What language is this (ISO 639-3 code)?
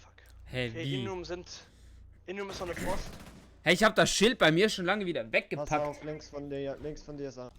gsw